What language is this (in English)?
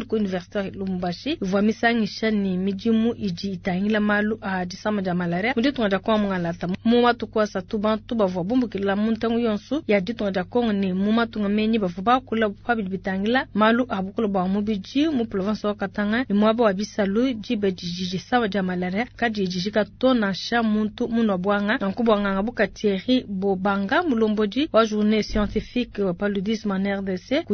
Luba-Lulua